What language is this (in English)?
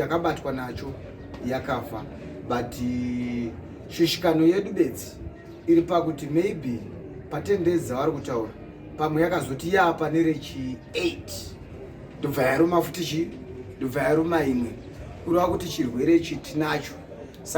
Shona